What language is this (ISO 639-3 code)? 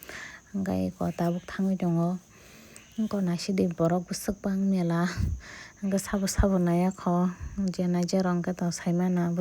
trp